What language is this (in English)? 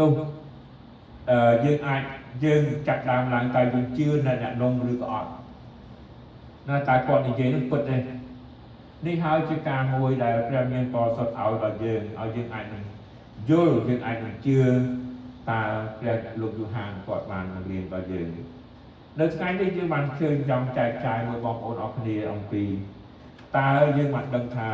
Khmer